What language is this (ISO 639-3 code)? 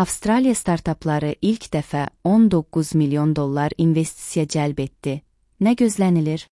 aze